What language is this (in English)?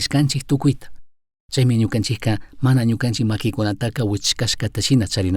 Chimborazo Highland Quichua